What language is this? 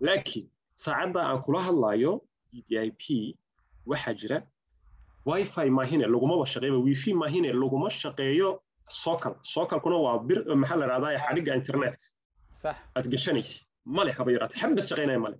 Somali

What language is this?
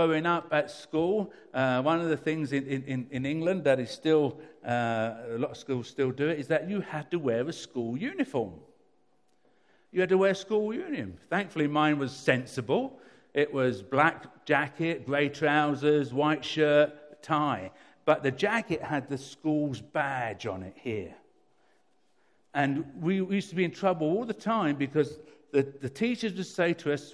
English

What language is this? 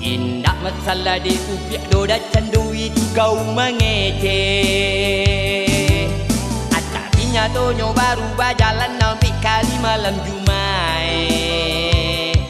Minangkabau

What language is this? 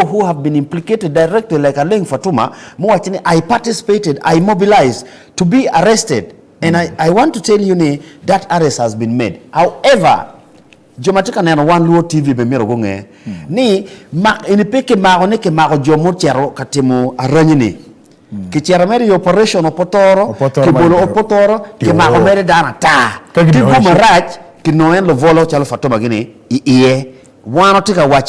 Acoli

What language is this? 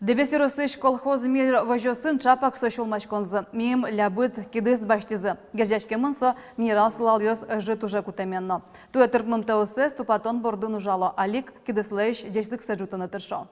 Udmurt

